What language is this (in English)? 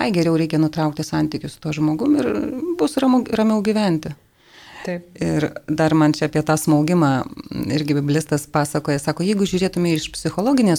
Lithuanian